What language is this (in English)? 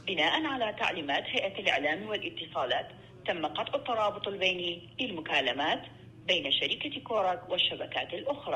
Mesopotamian Arabic